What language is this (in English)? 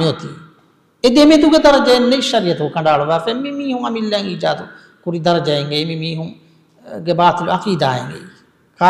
Divehi